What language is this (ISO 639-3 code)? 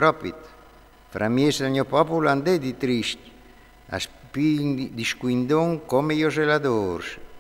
fur